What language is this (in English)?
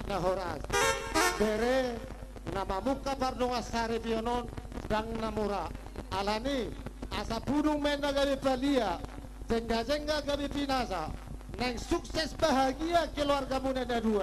Batak Toba